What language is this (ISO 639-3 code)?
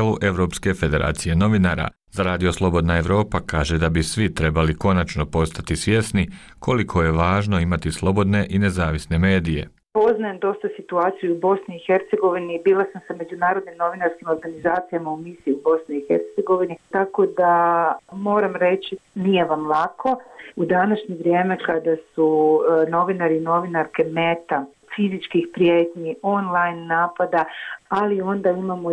bos